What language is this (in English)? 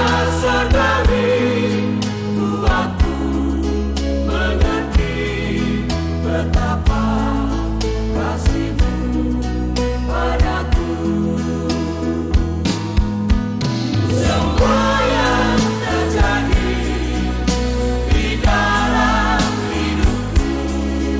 Indonesian